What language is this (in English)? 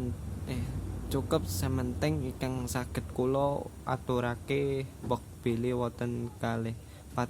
Javanese